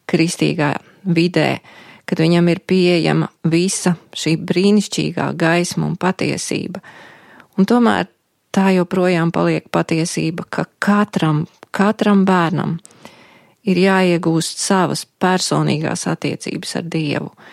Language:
Latvian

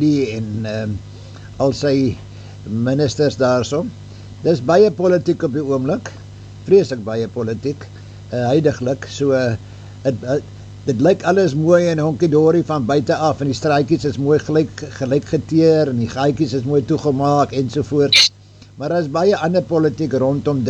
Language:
Afrikaans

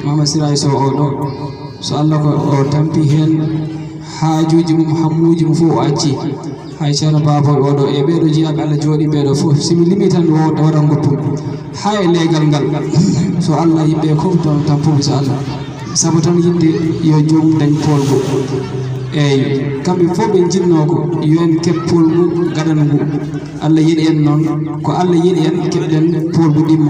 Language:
Fula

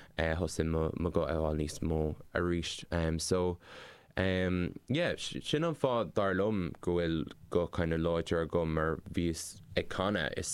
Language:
Irish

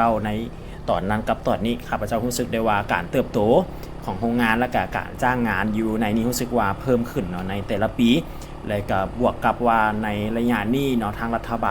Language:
Lao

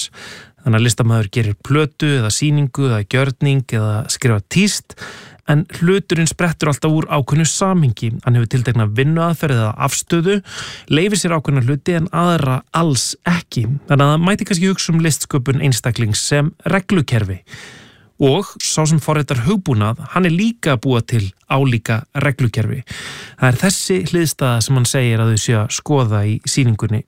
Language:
Icelandic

